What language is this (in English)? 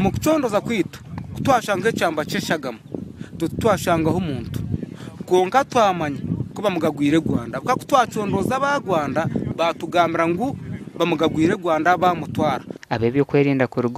Nyankole